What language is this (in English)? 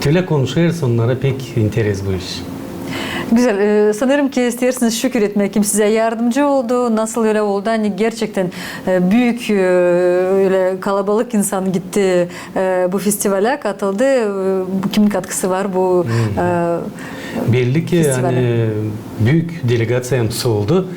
Gagauz